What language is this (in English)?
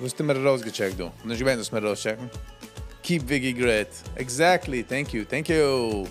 Yiddish